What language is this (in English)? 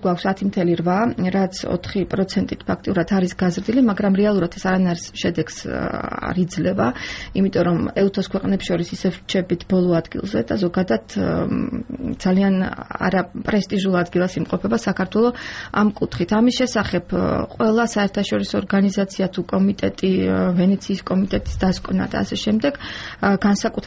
Georgian